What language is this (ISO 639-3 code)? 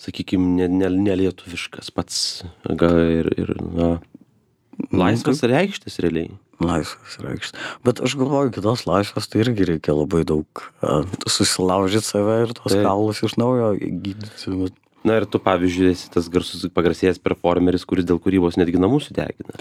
lit